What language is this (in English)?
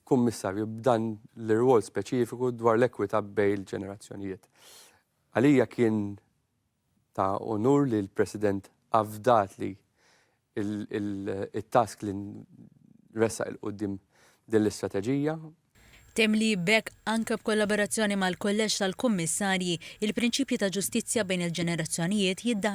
Maltese